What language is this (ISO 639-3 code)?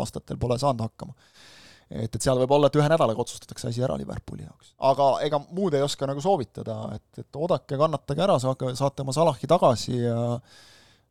est